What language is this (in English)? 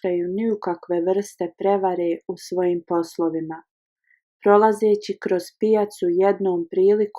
Bosnian